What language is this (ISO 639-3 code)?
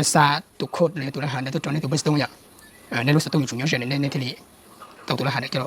hmn